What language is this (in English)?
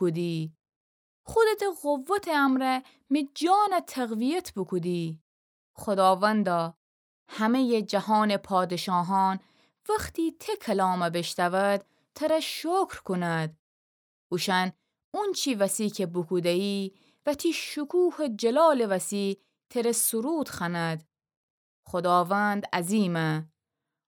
Gilaki